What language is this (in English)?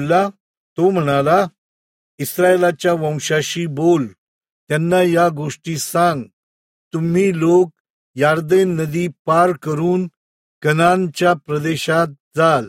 Marathi